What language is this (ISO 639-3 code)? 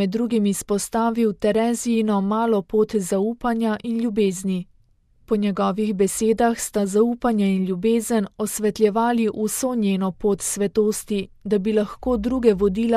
slv